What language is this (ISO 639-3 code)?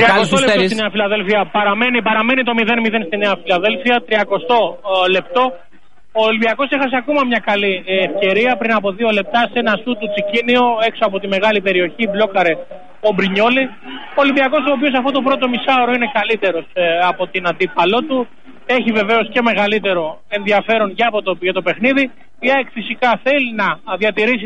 ell